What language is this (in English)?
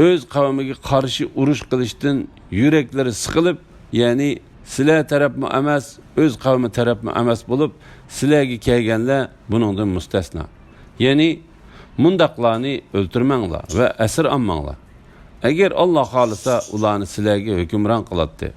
Uyghur